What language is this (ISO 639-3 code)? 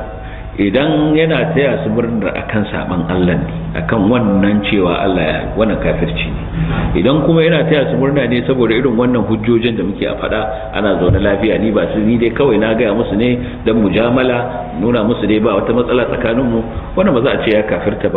hau